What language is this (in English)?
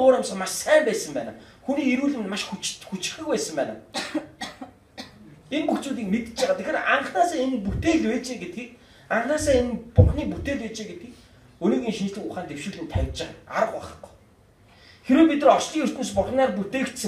Mongolian